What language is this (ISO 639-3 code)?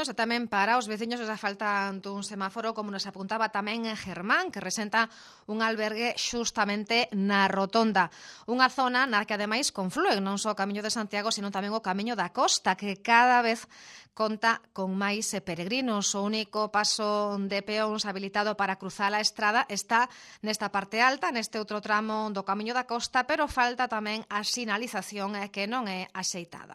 glg